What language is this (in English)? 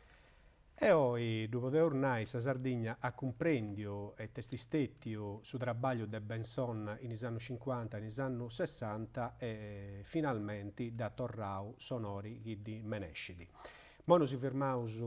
Sardinian